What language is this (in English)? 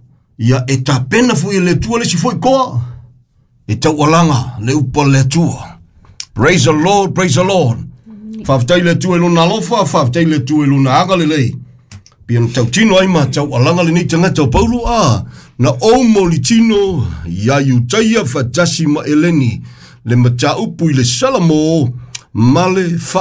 Samoan